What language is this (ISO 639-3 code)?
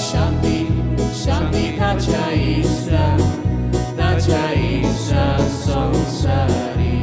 kok